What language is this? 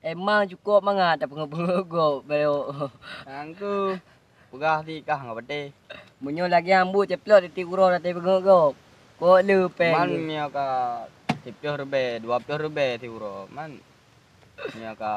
Achinese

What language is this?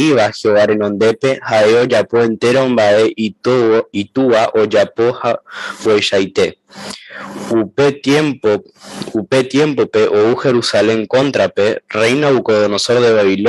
Guarani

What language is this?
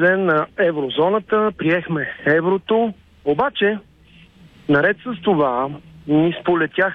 Bulgarian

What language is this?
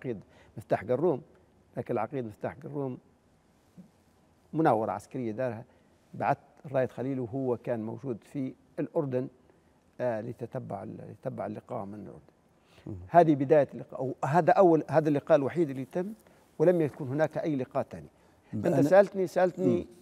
Arabic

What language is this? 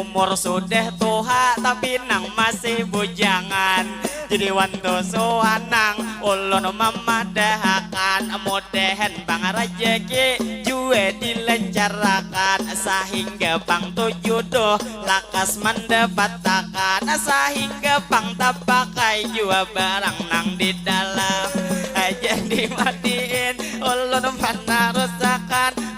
Banjar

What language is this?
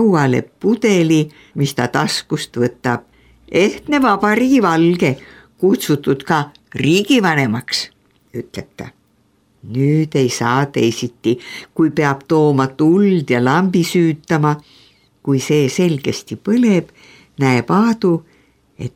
Estonian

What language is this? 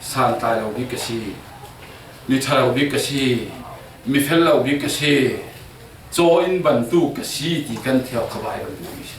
Falam Chin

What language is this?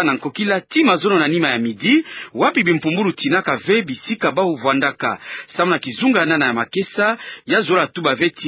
Kituba (Democratic Republic of Congo)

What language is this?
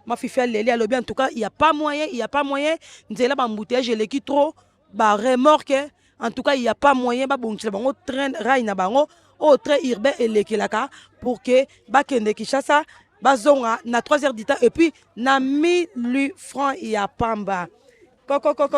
Lingala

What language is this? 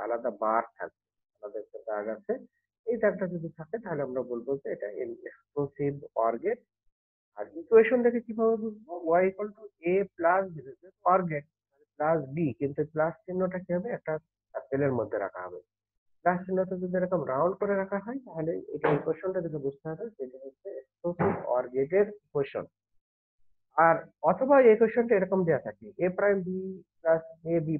Bangla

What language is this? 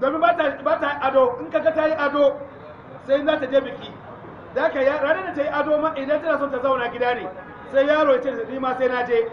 Hausa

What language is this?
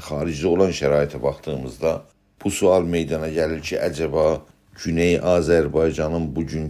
South Azerbaijani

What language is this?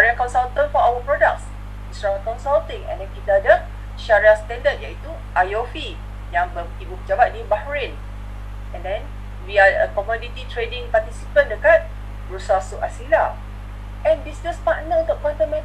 Malay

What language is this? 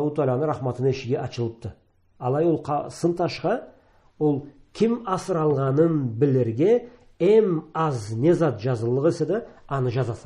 Karachay-Balkar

